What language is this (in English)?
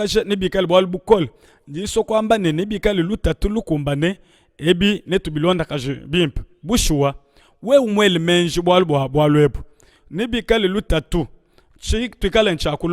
Luba-Lulua